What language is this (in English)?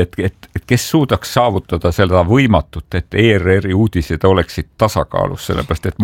Estonian